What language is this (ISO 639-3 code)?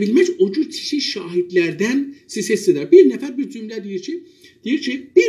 azb